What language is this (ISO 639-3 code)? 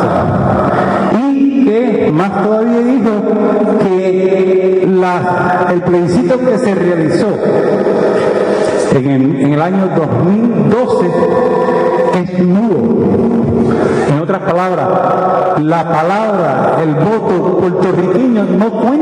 spa